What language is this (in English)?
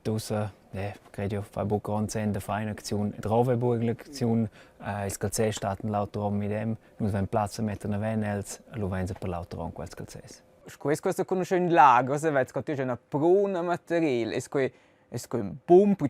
Romansh